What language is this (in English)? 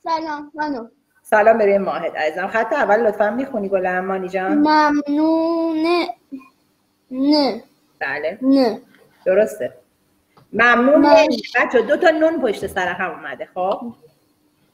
Persian